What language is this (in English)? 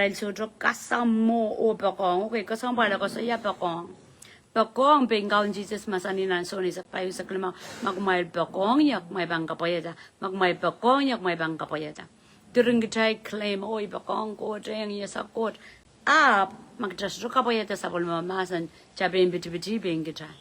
Pohnpeian